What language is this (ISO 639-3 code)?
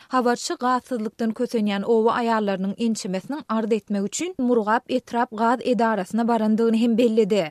tuk